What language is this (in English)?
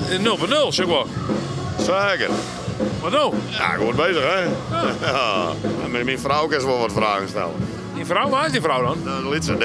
Western Frisian